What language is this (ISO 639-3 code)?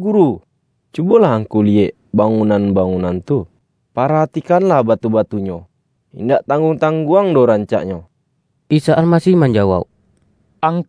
min